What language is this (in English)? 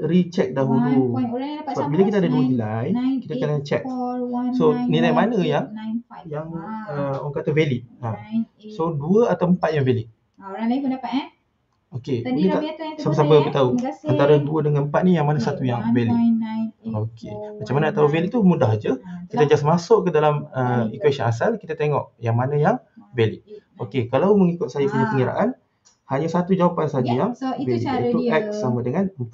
Malay